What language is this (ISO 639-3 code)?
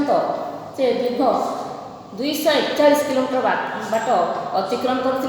ori